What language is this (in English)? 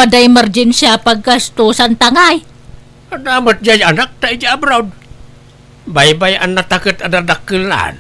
Iloko